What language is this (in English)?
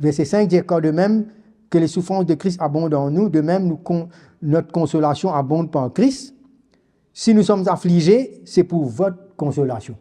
Morisyen